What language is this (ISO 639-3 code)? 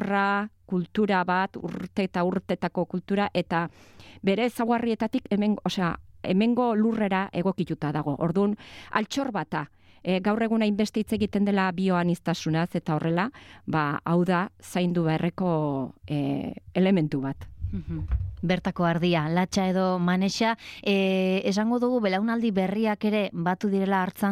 eus